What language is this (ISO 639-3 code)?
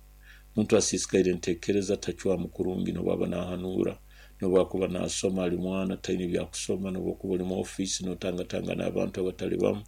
nyo